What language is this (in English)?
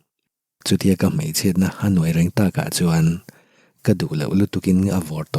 Mizo